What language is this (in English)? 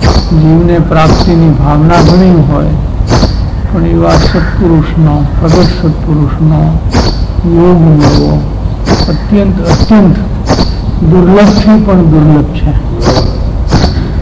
Gujarati